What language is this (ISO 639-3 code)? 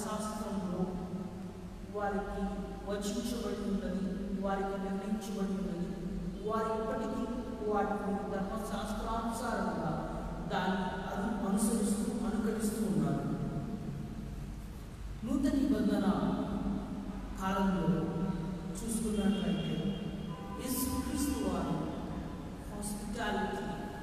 tel